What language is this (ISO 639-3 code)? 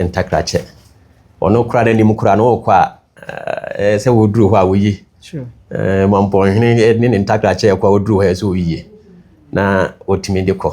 aka